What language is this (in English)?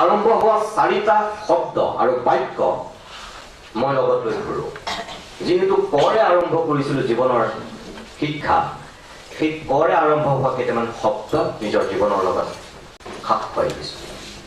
Assamese